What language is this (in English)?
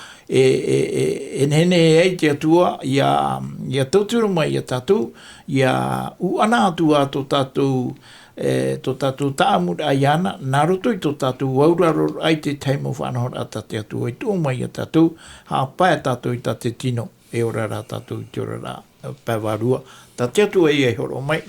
Tahitian